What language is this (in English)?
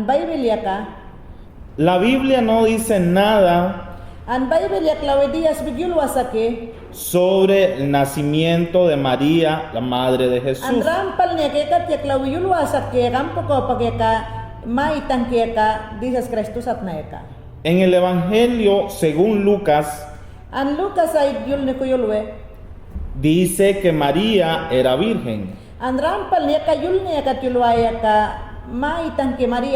Mayangna